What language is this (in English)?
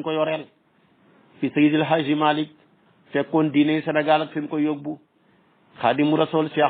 Wolof